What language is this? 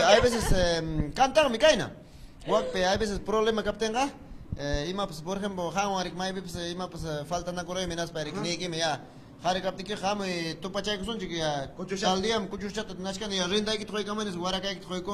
Ayacucho Quechua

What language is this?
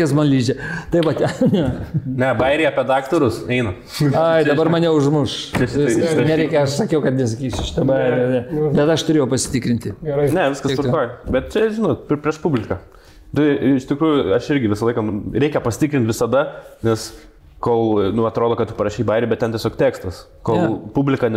Lithuanian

